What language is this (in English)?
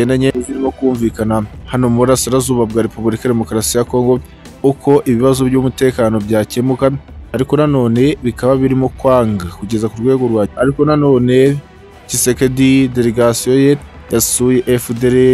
Kinyarwanda